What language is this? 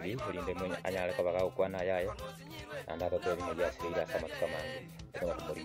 Swahili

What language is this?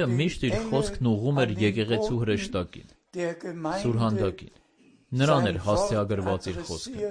Armenian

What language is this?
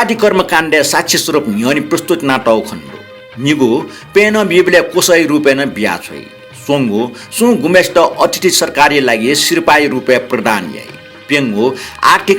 Newari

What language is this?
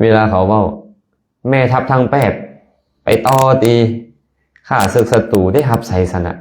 Lao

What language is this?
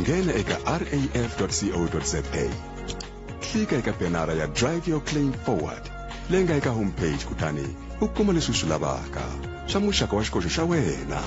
Tsonga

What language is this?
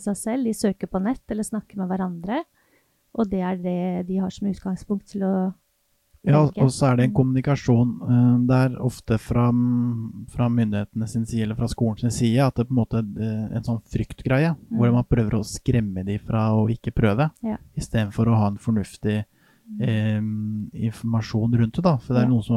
Norwegian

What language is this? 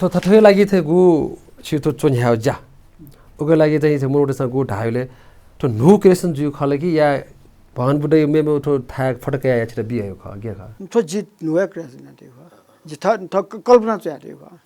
Newari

